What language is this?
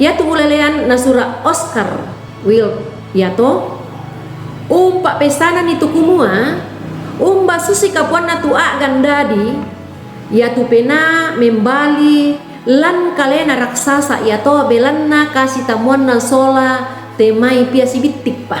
Toraja-Sa'dan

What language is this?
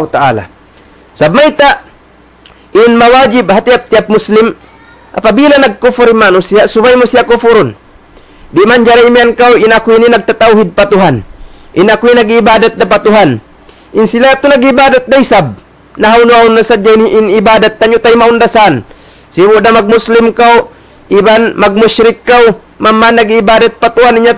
Tausug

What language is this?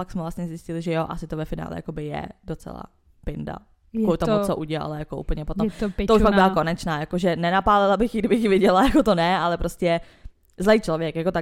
Czech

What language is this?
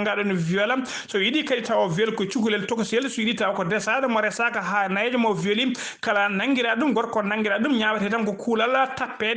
Fula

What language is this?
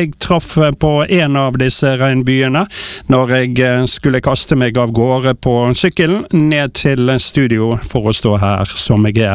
Norwegian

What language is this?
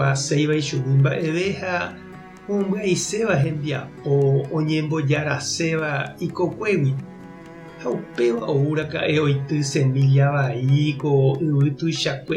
Guarani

